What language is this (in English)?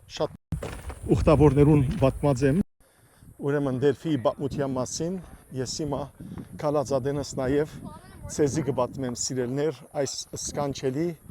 Western Armenian